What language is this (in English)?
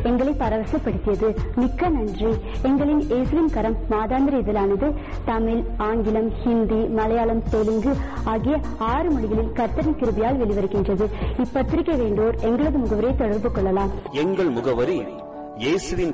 Tamil